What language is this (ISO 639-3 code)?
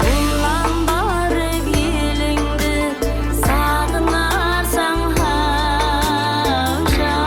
kaa